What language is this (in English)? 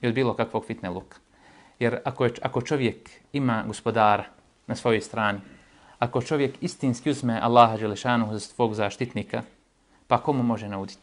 Bosnian